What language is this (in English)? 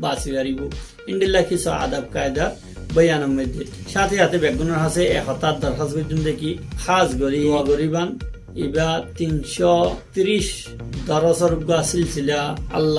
Rohingya